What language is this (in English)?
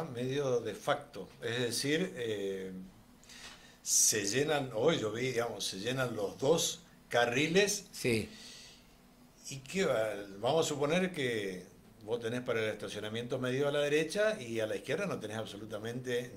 Spanish